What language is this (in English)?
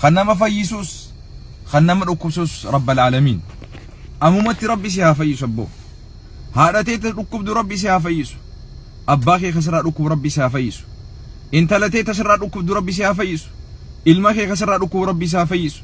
Oromo